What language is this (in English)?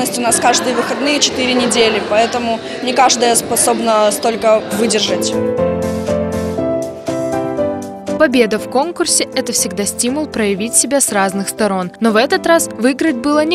Russian